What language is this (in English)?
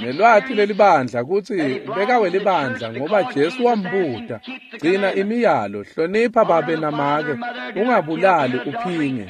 Swati